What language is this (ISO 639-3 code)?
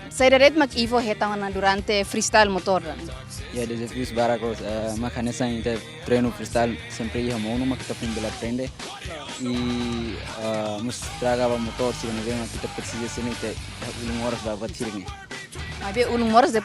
tet